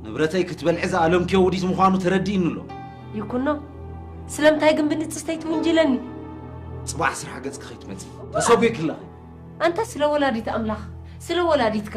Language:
Tigrinya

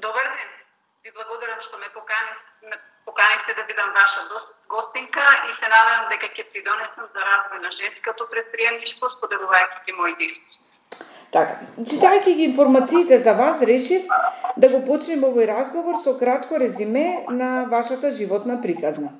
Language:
Macedonian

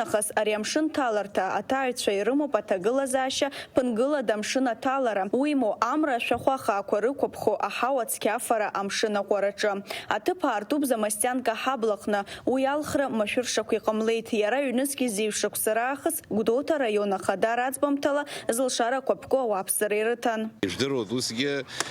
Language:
Abkhazian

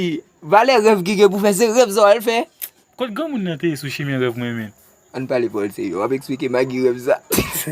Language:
Haitian Creole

